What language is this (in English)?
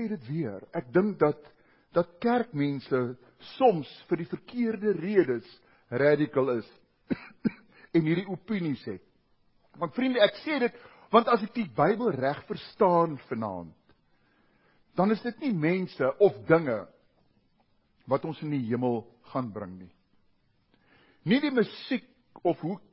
Afrikaans